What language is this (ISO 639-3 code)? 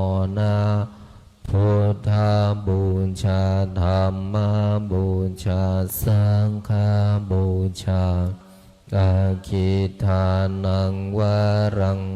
pli